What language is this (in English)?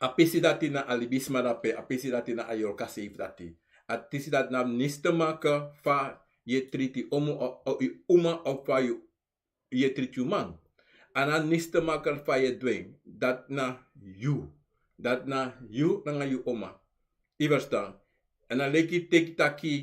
Sranan Tongo